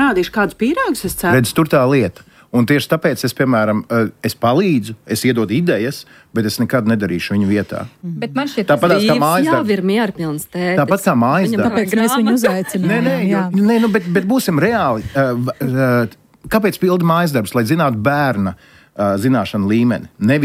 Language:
Latvian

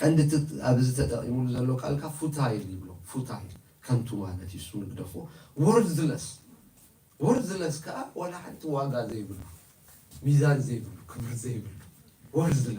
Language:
Tigrinya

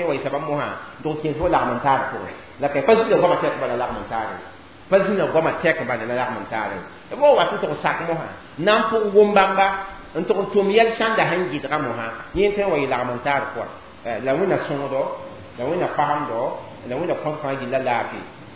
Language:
Mossi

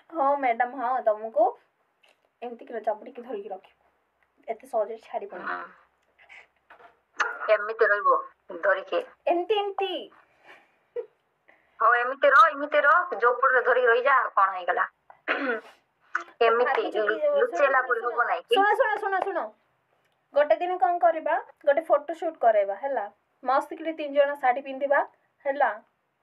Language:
Odia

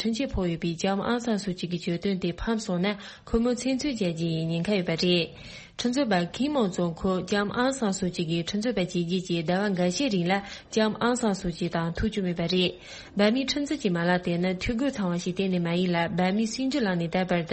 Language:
Tibetan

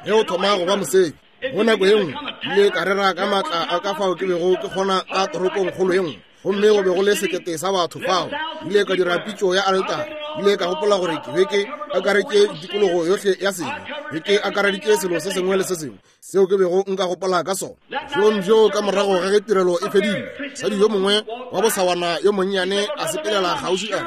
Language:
Northern Sotho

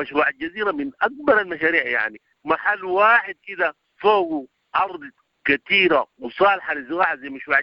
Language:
Sudanese Arabic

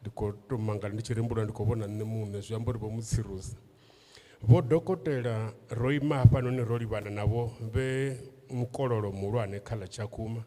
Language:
Venda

